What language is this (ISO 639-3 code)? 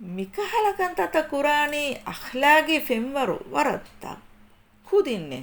div